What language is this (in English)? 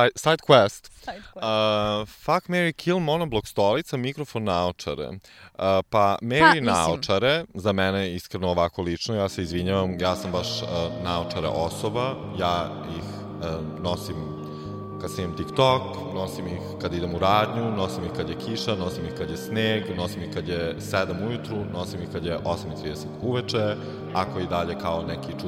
Serbian